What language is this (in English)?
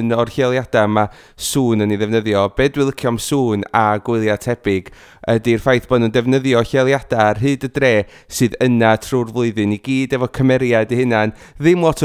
Welsh